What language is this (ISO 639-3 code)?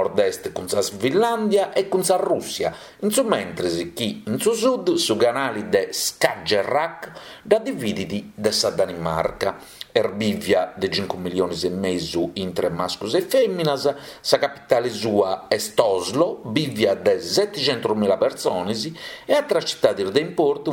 srd